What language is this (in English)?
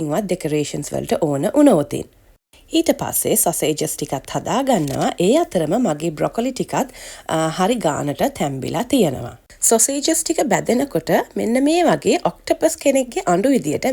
Sinhala